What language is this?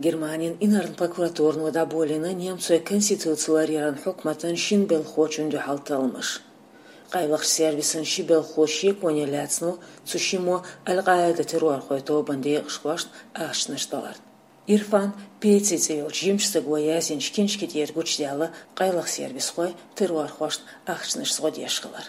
Chechen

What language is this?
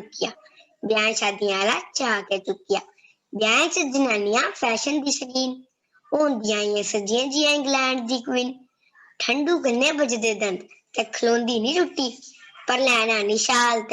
Dogri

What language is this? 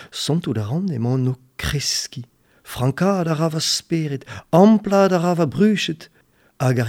Breton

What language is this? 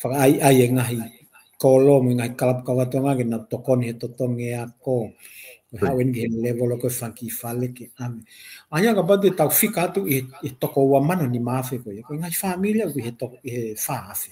Tongan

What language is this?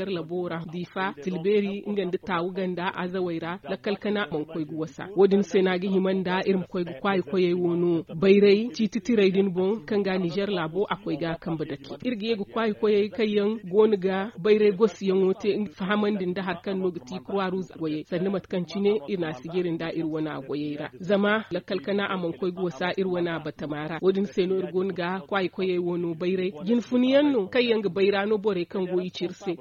Zarma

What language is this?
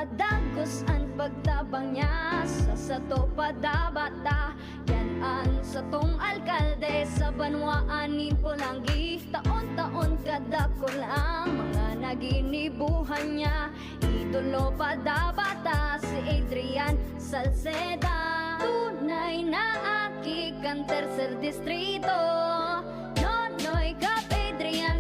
Bikol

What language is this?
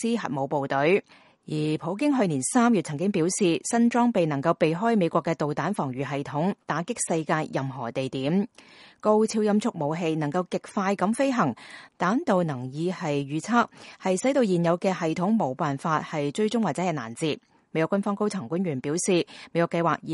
Cantonese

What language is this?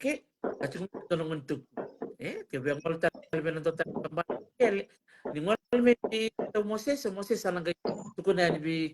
Fijian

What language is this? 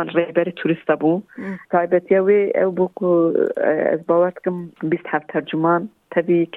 Kurdish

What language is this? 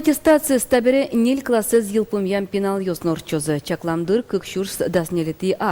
Udmurt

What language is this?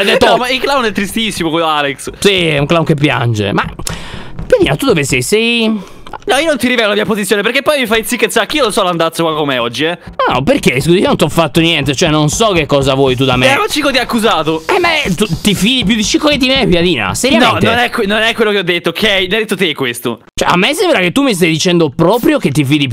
Italian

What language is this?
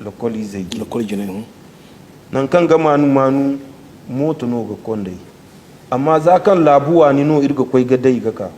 Zarma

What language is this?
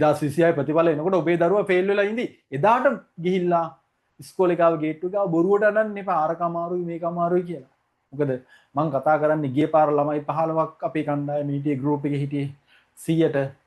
Sinhala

